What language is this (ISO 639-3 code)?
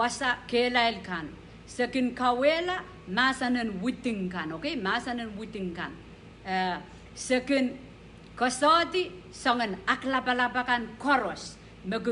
pon